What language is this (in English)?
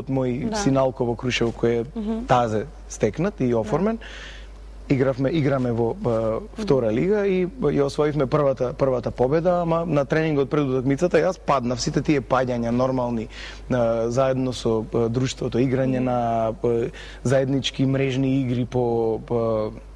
Macedonian